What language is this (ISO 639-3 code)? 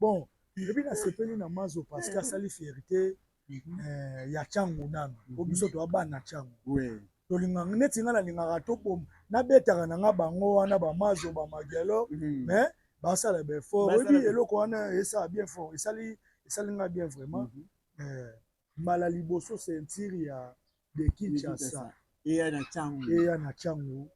lin